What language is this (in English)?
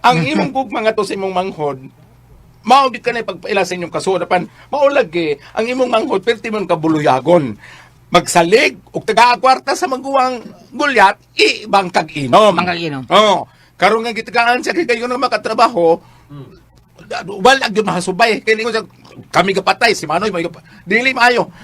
Cebuano